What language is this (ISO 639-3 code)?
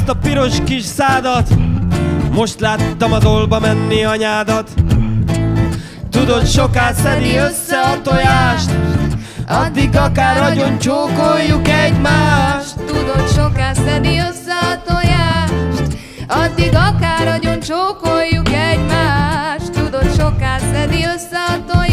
hun